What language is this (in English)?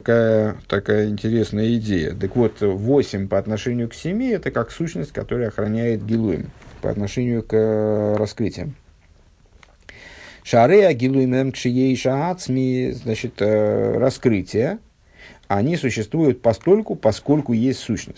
Russian